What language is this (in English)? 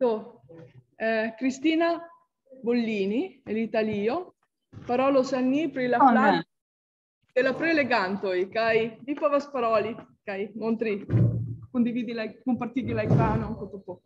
Esperanto